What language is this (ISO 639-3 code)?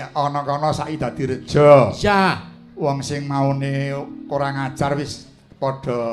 jav